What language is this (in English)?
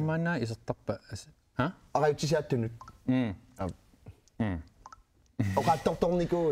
Kalaallisut